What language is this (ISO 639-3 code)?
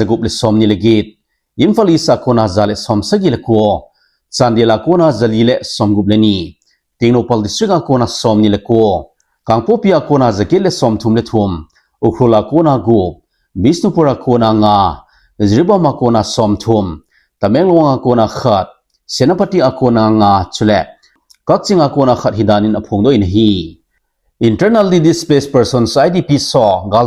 tcz